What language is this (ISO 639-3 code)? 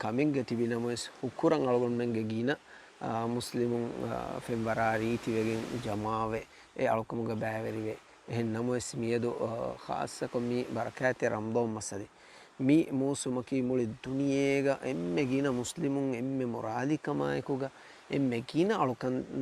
div